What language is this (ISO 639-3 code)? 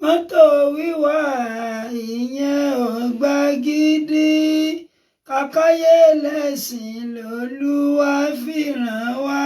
yor